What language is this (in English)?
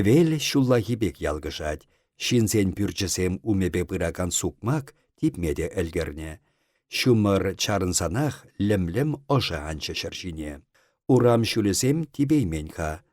Chuvash